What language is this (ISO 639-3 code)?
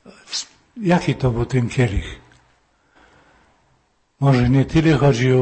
pol